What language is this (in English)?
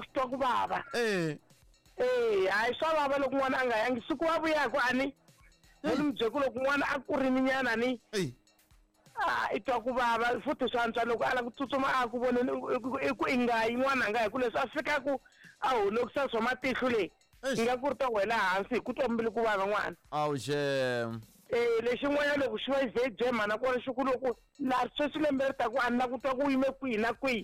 Tsonga